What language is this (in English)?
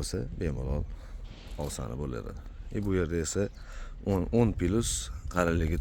Uzbek